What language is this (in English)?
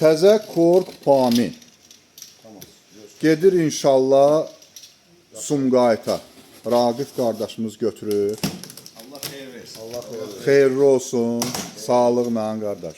Azerbaijani